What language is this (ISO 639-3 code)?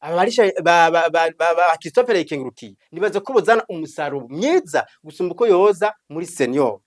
run